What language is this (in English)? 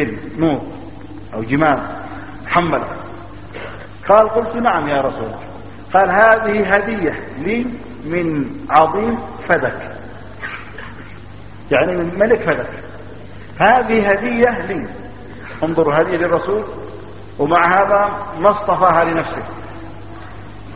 Arabic